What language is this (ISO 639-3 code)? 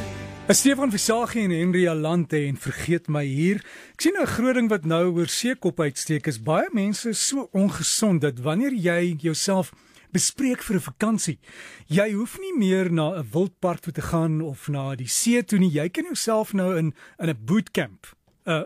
afr